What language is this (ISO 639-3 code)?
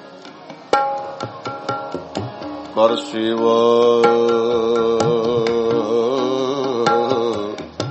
pan